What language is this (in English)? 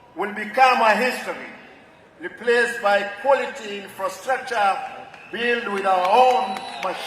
Gusii